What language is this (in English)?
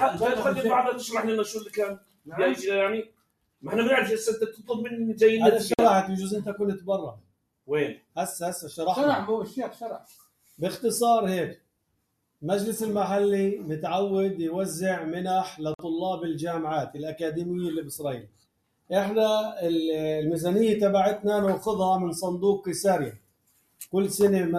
North Levantine Arabic